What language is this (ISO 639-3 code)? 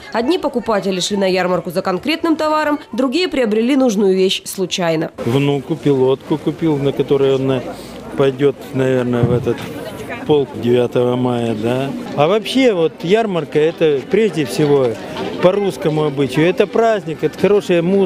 rus